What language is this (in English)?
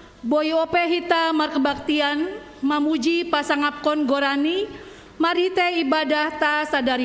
Batak Simalungun